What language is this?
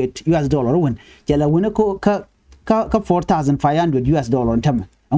Nuer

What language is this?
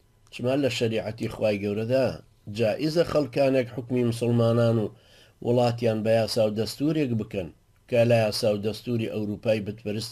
Central Kurdish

